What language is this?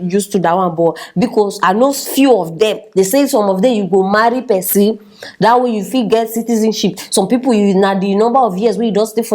Nigerian Pidgin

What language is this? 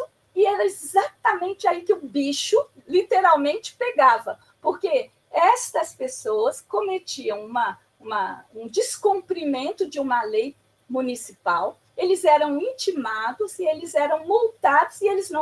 Portuguese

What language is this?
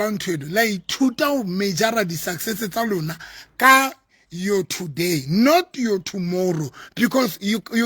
Southern Sotho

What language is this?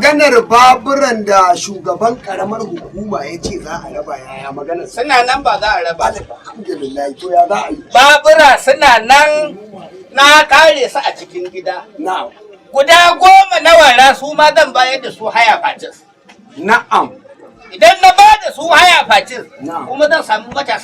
Hausa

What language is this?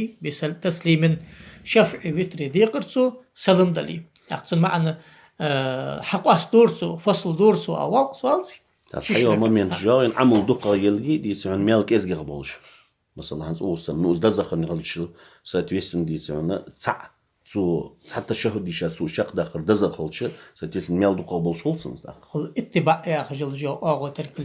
Ingush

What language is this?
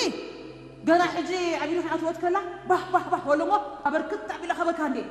Tigrinya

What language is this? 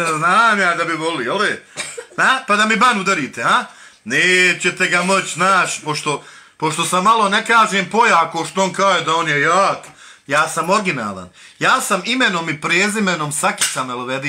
Bosnian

